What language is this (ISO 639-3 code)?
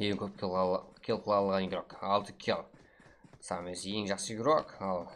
kaa